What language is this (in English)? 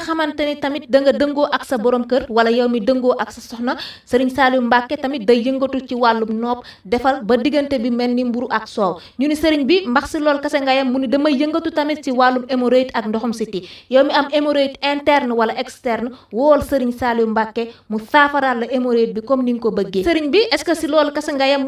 Wolof